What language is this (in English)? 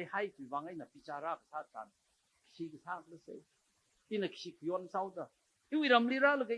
Tangkhul Naga (India)